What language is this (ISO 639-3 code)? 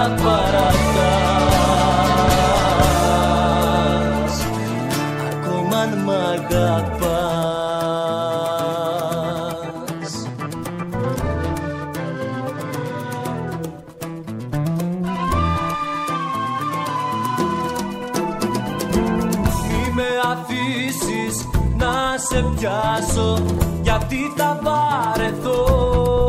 ell